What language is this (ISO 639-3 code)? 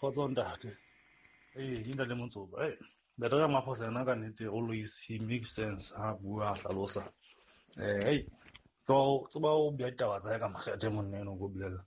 sot